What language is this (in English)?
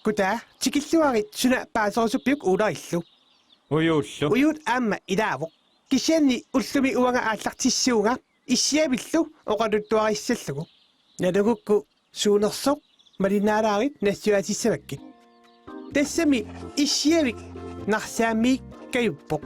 Kalaallisut